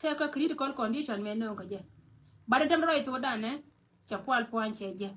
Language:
Nuer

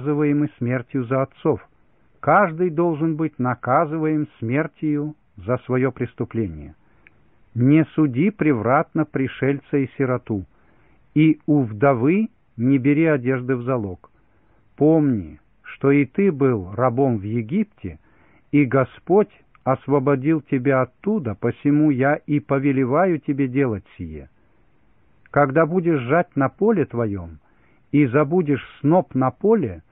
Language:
Russian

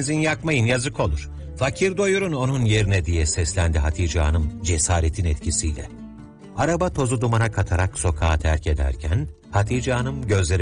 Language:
Turkish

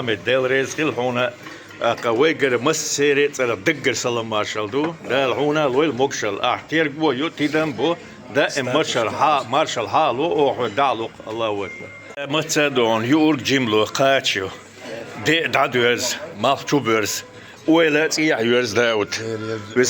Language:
Chechen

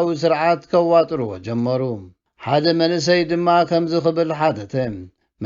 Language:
Tigrinya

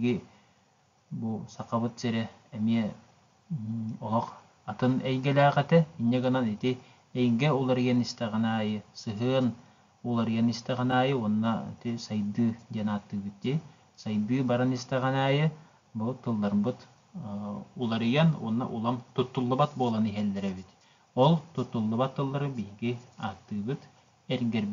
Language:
Yakut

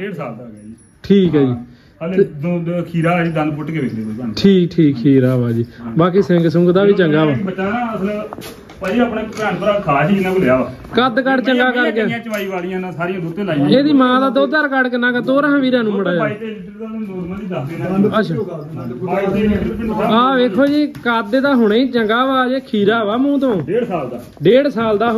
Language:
Punjabi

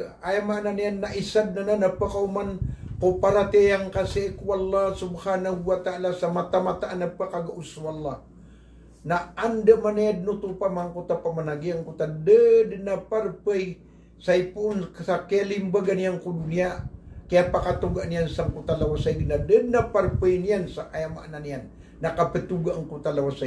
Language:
Maranao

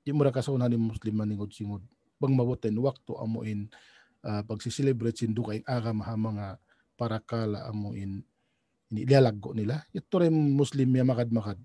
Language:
Tausug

